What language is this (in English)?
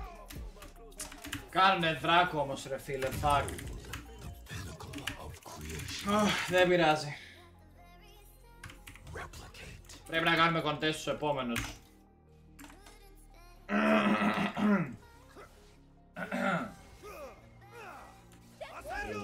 Greek